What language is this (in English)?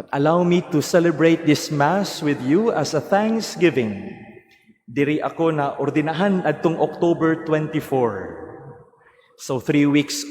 Cebuano